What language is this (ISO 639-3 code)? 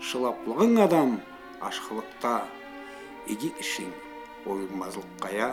krc